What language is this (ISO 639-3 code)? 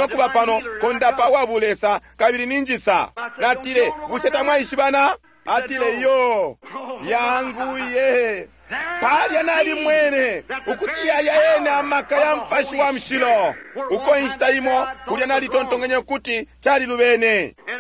bem